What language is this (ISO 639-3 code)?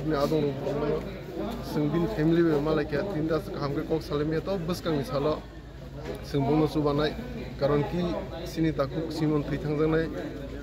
trp